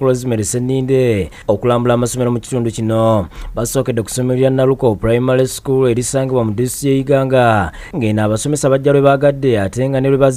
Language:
Ganda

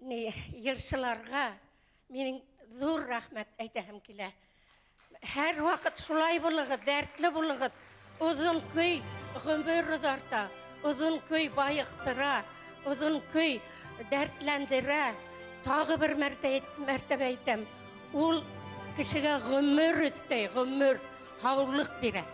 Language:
Bashkir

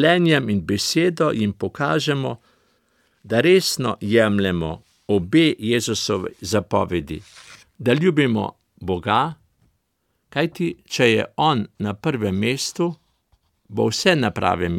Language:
Slovenian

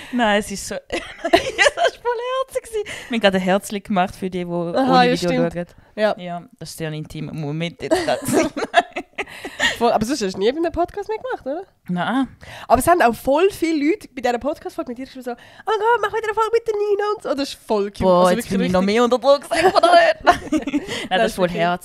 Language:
Swiss German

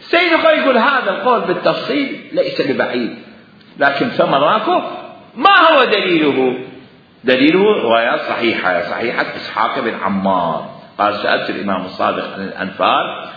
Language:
Mesopotamian Arabic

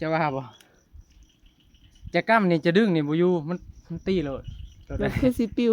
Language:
Northeastern Thai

